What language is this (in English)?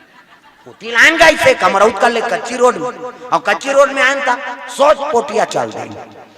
Chhattisgarhi